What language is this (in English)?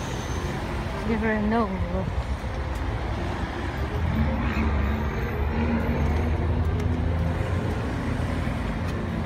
Filipino